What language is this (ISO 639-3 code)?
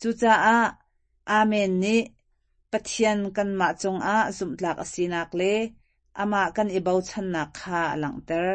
cnh